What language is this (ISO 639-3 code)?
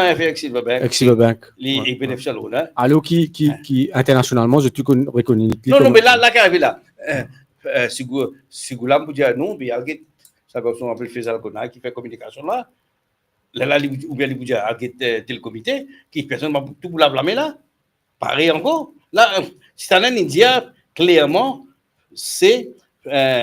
mfe